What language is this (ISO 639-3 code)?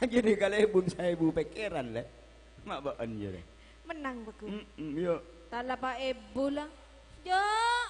mad